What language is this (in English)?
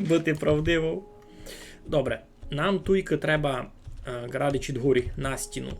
Rusyn